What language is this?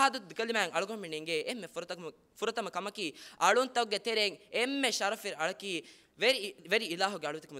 Divehi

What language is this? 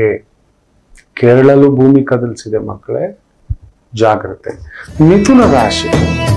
Kannada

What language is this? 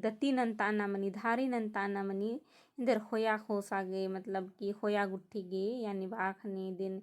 Kurukh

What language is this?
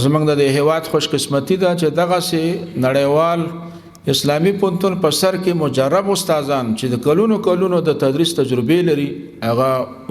Pashto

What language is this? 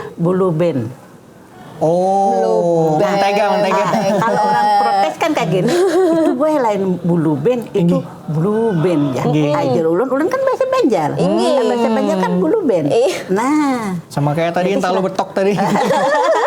Banjar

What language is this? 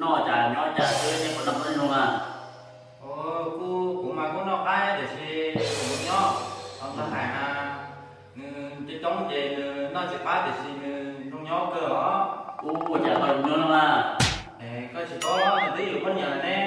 Hmong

